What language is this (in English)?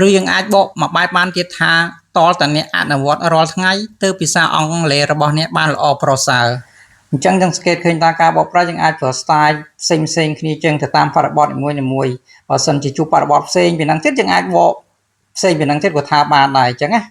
Khmer